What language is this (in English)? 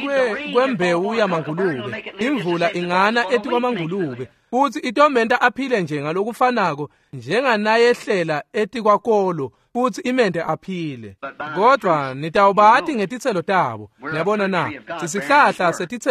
Swati